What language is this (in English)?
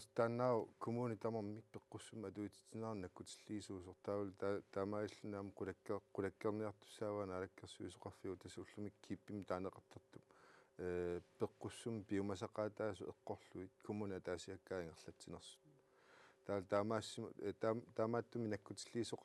Kalaallisut